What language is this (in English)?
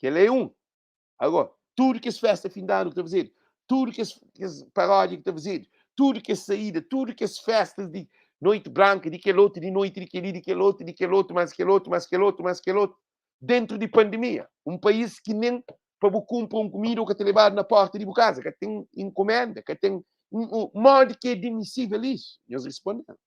Kabuverdianu